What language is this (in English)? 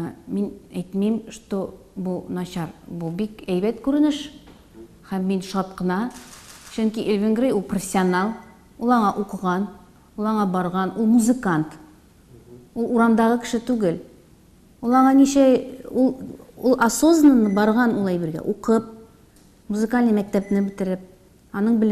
Tatar